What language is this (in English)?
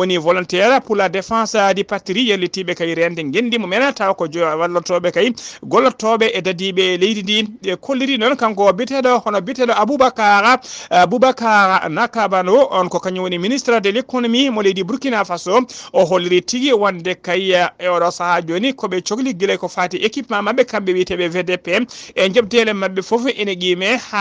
Fula